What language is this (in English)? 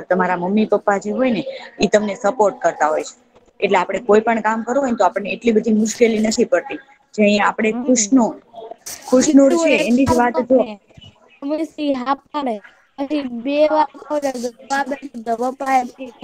Gujarati